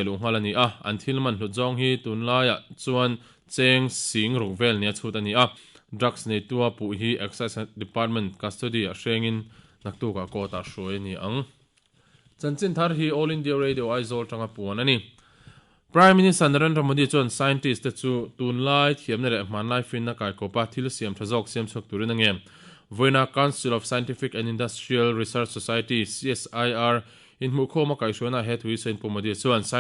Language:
Mizo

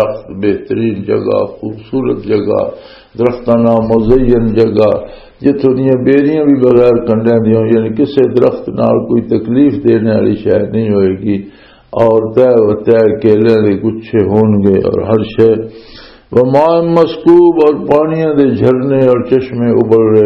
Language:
Western Panjabi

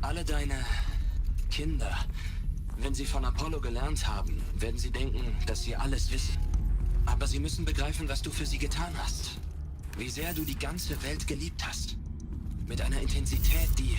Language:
Swiss German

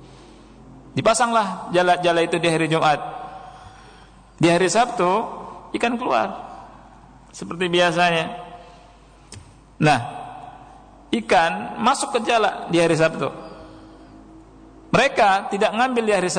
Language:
Indonesian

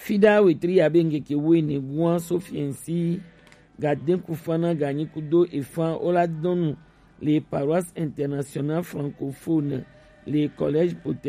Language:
Gen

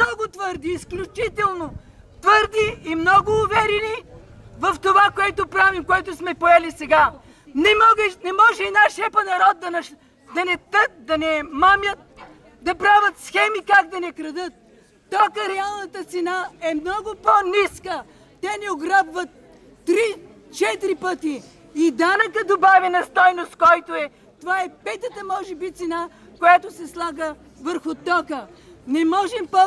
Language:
Bulgarian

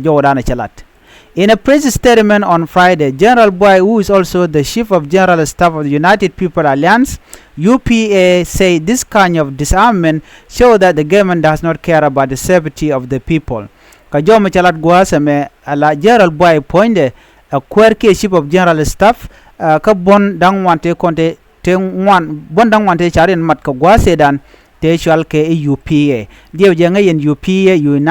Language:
Nuer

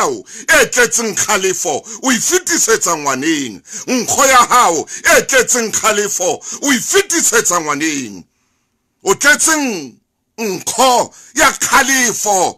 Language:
Southern Sotho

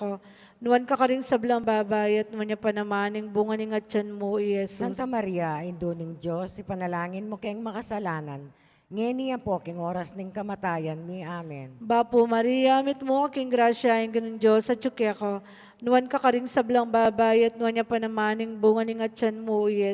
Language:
Pampanga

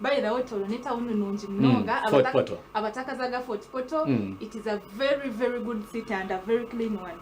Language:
Nyankole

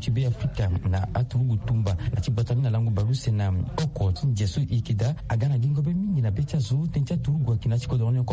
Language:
Sango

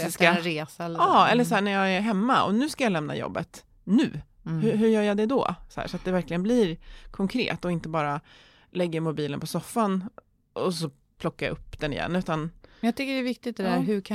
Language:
Swedish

